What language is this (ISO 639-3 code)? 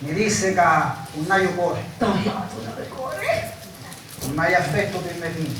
scn